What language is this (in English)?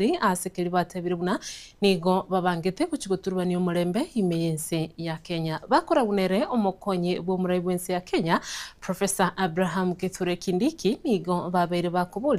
Gusii